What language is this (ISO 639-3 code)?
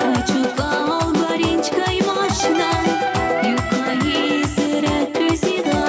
tab